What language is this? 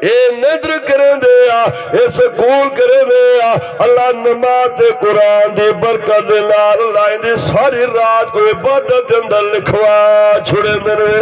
Saraiki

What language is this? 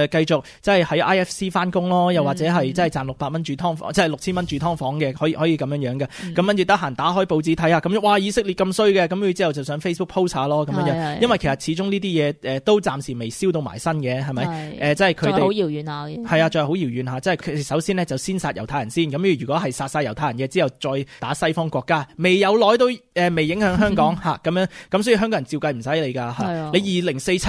Cantonese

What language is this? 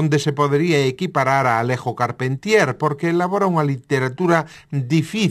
Galician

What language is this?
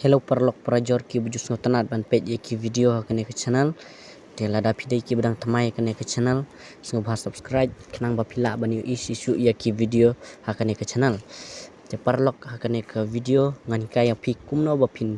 Khasi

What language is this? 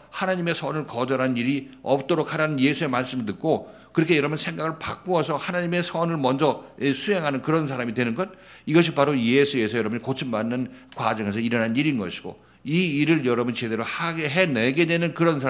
Korean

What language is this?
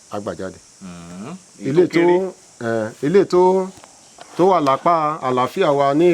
Yoruba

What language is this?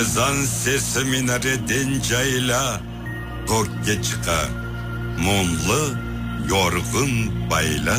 Crimean Tatar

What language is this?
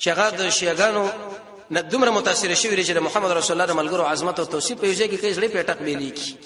Pashto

